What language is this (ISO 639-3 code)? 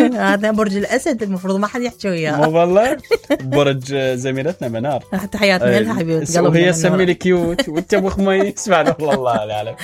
acm